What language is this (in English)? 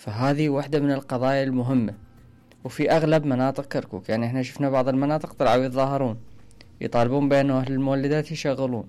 Mesopotamian Arabic